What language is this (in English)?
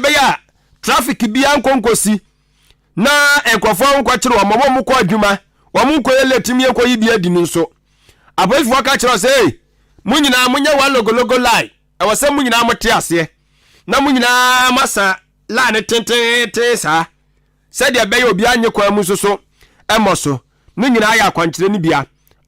Akan